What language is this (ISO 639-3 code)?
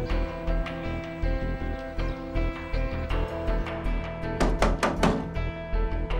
tur